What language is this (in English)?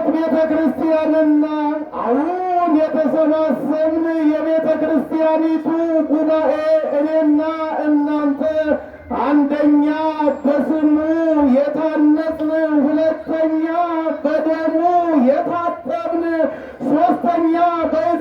Amharic